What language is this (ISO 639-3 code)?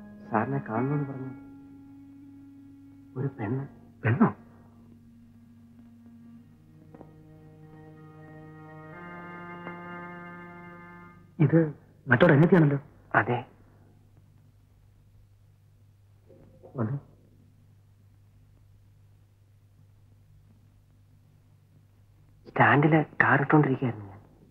mal